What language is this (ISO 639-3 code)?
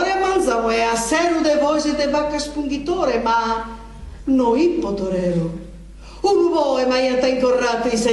srd